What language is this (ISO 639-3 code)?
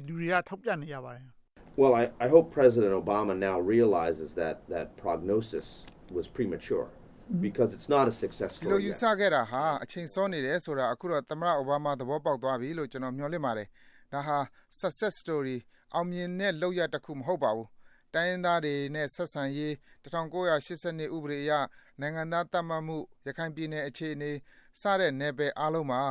mya